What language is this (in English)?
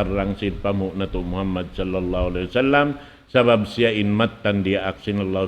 Tausug